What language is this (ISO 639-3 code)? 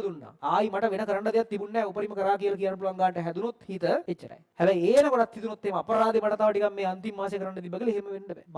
sin